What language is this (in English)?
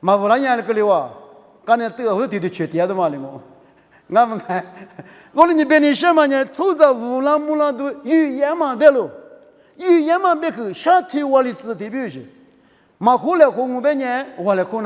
Lisu